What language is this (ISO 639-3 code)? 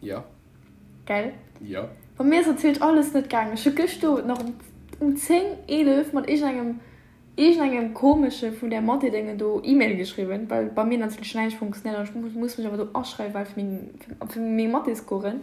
ltz